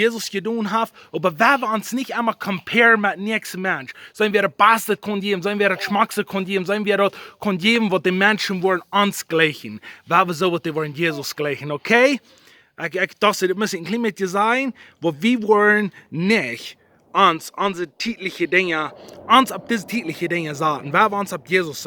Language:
Plautdietsch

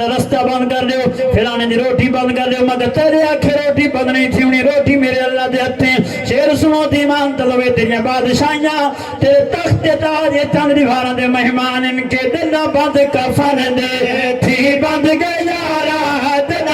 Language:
Saraiki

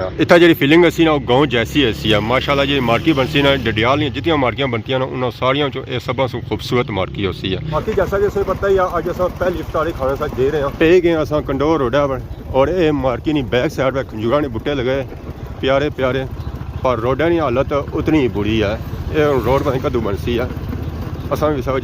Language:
Pahari-Potwari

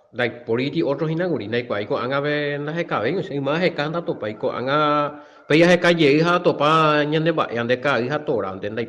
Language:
Guarani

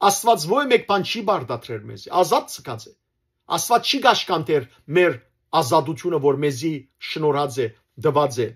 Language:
Western Armenian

